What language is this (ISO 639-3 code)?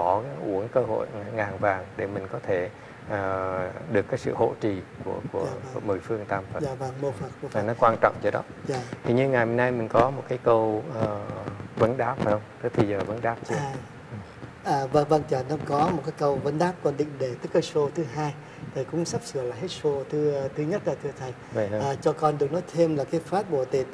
vie